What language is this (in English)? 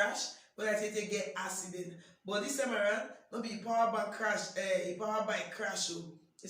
Nigerian Pidgin